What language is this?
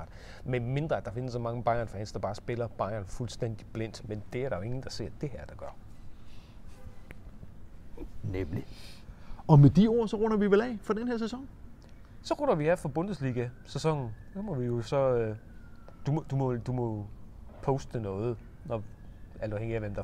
Danish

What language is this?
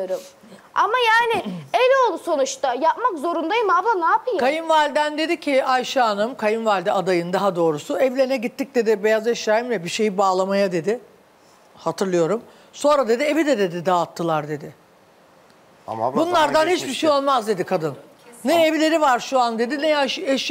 Turkish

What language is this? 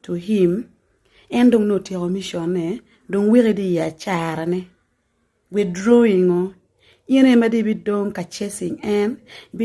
Acoli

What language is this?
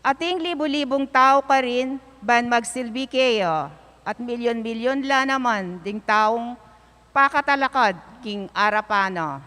Pampanga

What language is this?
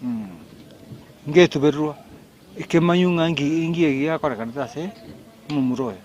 Gusii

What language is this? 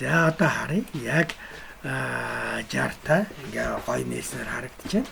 Mongolian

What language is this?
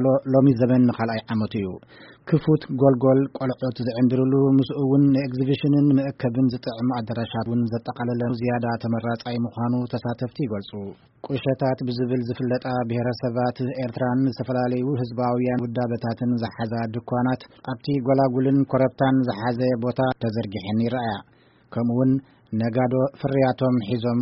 Tigrinya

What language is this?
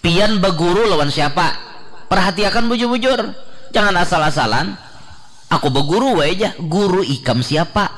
Banjar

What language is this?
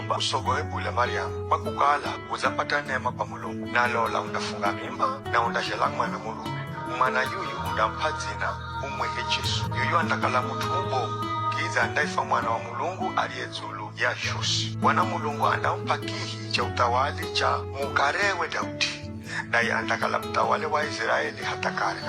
Giryama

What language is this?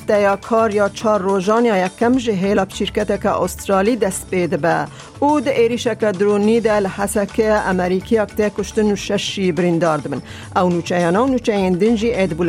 Kurdish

